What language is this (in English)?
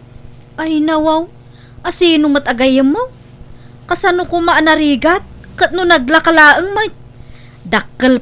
Iloko